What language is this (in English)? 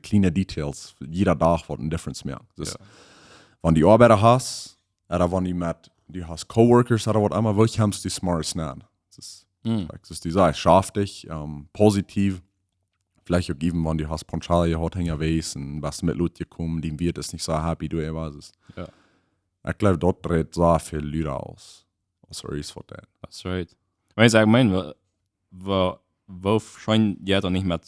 Plautdietsch